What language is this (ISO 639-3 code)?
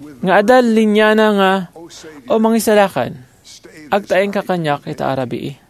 ilo